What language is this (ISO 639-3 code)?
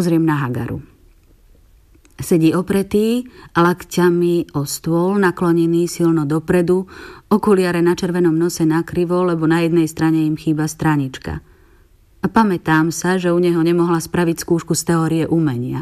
slk